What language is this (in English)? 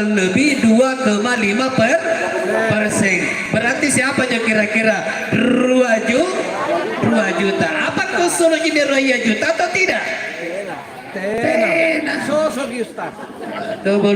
Makasar